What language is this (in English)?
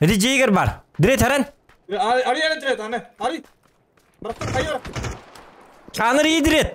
Yakut